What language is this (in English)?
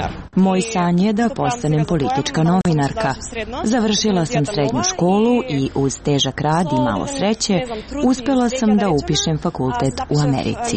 Serbian